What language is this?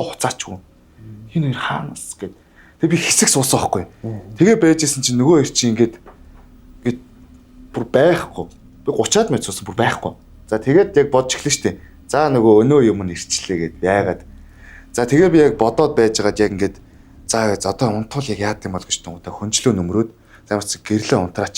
Mongolian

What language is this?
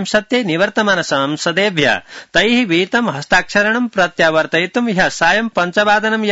Sanskrit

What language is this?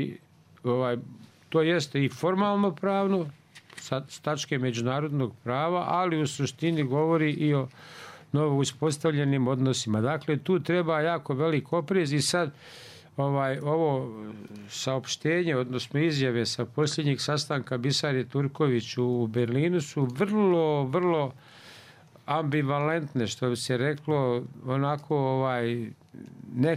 Bosnian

